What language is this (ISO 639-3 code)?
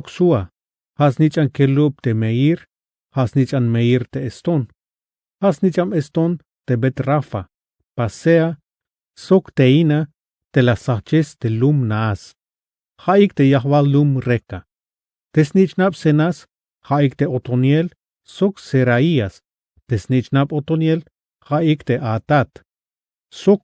tzh